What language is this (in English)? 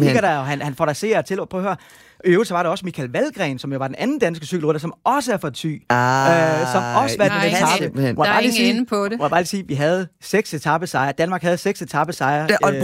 Danish